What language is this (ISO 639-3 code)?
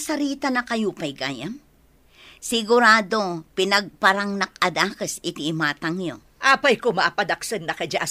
ilo